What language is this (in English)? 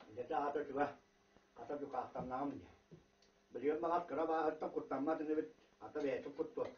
Yakut